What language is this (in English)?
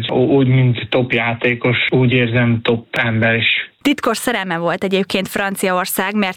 Hungarian